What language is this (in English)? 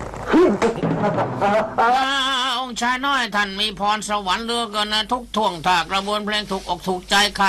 Thai